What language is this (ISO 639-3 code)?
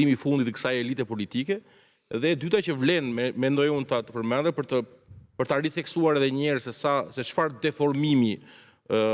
sqi